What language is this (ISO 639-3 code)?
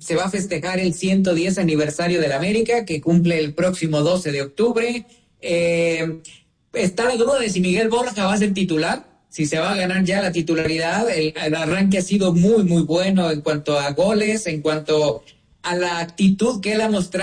spa